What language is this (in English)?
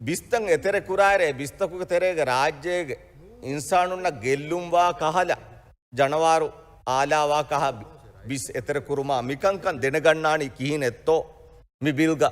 Divehi